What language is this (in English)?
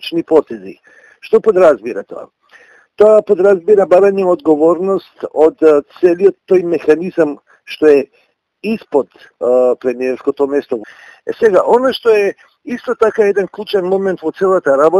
Macedonian